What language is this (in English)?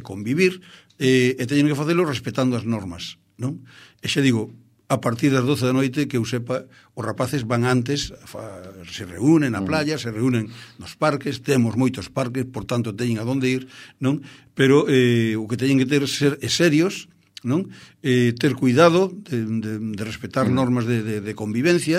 Galician